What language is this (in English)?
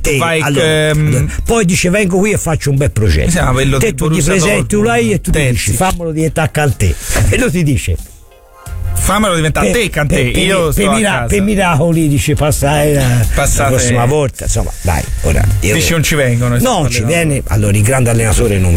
Italian